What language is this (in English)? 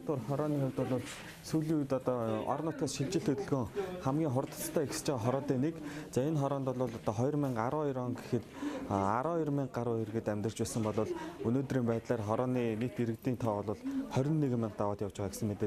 Mongolian